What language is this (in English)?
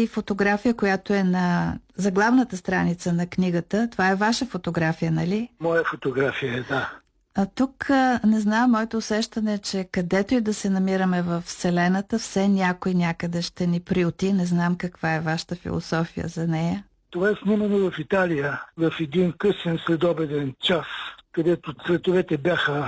Bulgarian